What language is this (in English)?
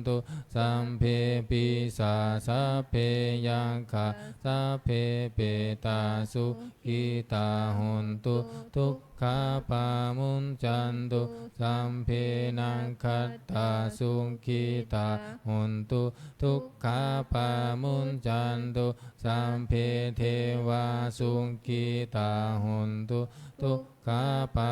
Pali